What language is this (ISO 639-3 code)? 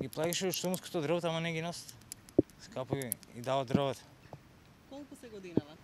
mkd